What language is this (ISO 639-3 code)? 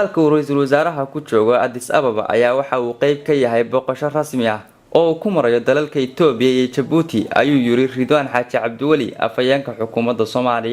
som